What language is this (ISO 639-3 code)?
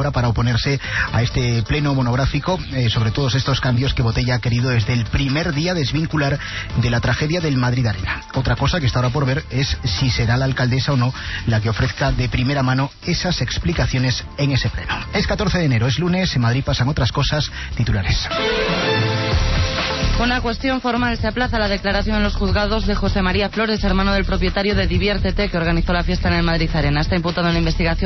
spa